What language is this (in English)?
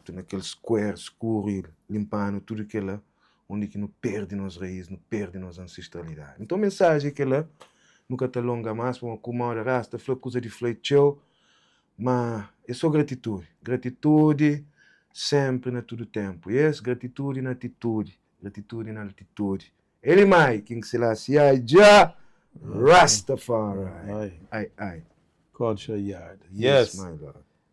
Kabuverdianu